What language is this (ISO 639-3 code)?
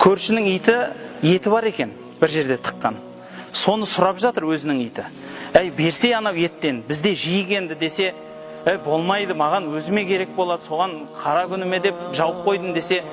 kaz